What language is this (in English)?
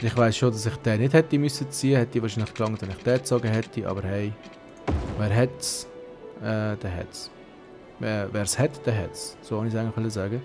Swiss German